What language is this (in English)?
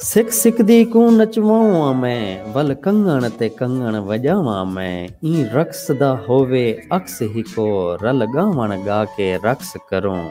Saraiki